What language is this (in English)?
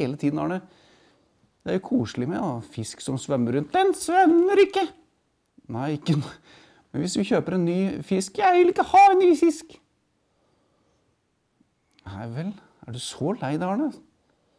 Norwegian